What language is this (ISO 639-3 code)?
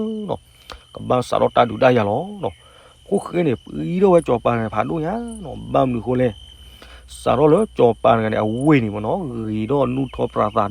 ksw